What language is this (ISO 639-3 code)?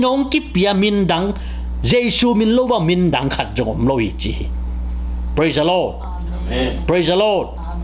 ctd